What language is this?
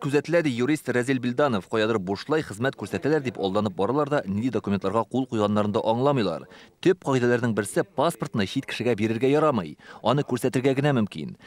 Tatar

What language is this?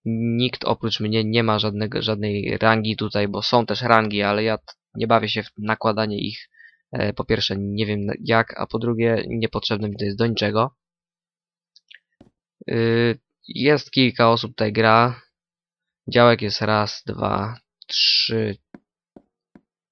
Polish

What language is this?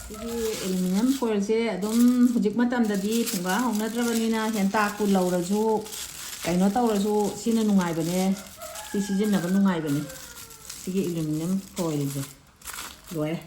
Manipuri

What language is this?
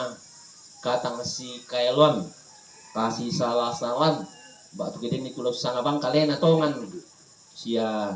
Toraja-Sa'dan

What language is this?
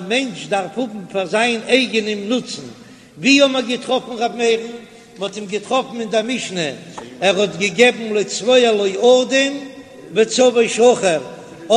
Yiddish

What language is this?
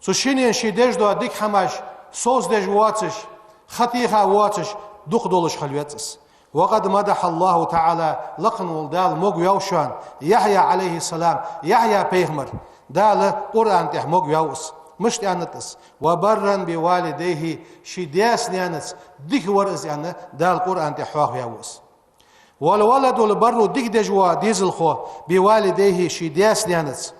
Ingush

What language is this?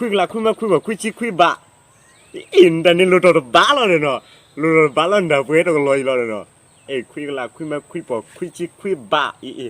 S'gaw Karen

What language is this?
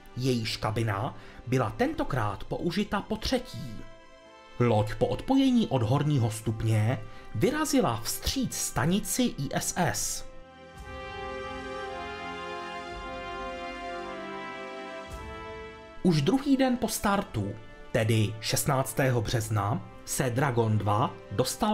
Czech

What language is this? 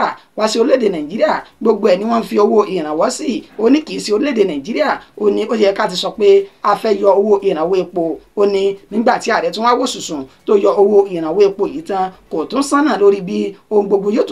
Yoruba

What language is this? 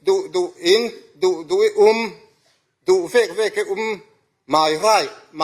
Falam Chin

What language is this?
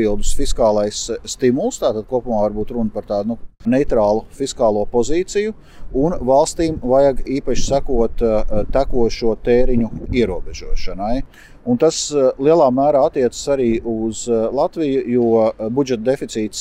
Latvian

